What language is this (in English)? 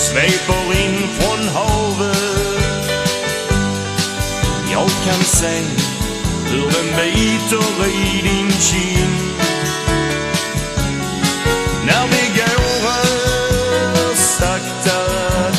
Swedish